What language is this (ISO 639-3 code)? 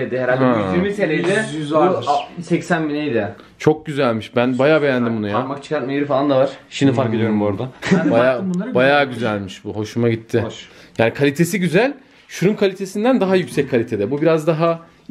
tur